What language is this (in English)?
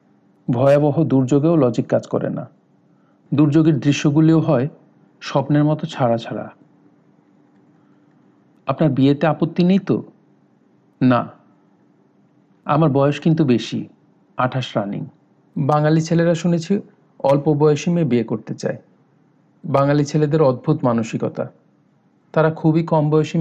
Bangla